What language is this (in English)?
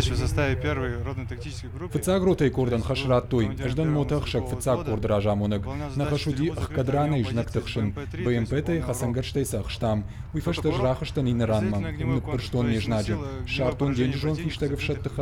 Ossetic